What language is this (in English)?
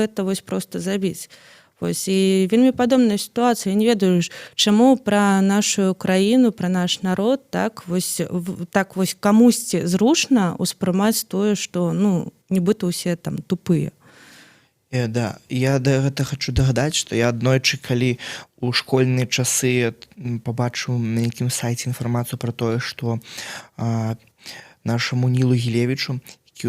Belarusian